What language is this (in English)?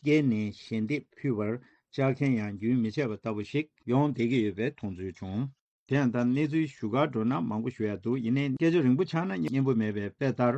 Tibetan